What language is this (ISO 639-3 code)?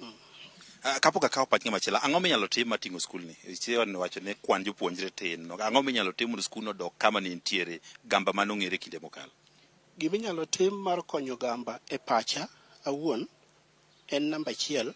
luo